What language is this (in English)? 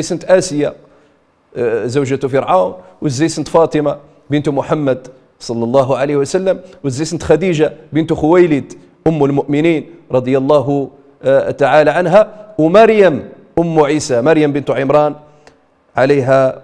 Riffian